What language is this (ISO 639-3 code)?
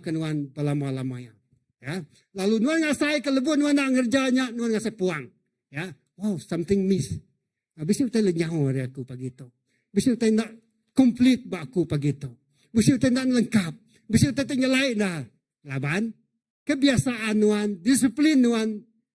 iba